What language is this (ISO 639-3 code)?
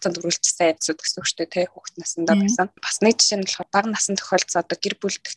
mon